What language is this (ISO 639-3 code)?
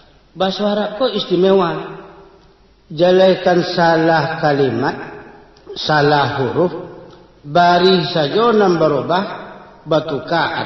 min